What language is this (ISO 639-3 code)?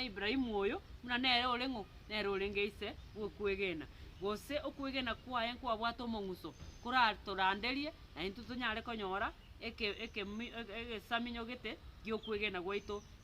guz